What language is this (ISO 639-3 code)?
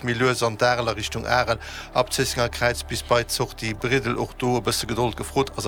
ltz